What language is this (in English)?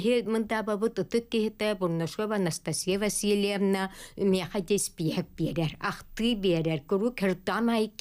Yakut